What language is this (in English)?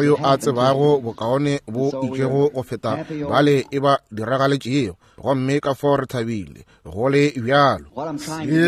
Northern Sotho